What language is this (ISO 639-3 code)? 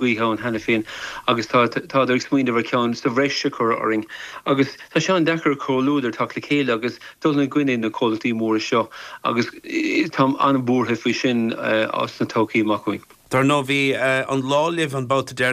gle